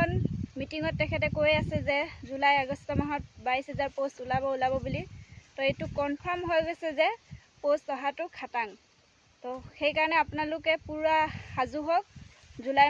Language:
Assamese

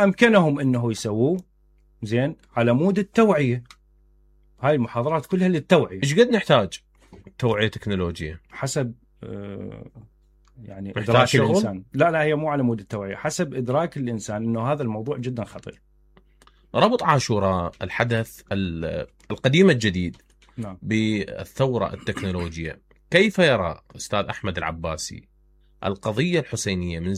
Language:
Mesopotamian Arabic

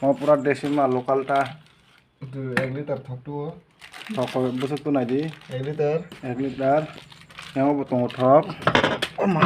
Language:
Kok Borok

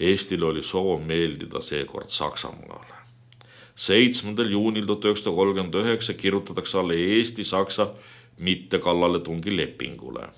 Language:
Estonian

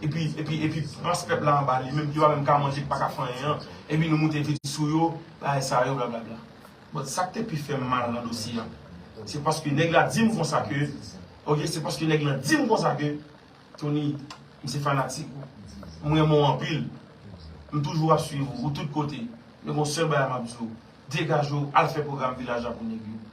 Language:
Haitian Creole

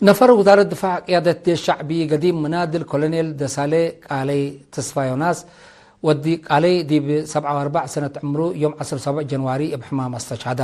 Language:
Tigre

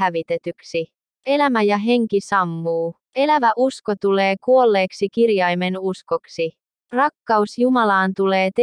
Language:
Finnish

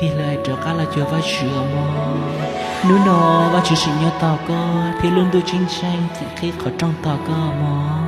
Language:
Hmong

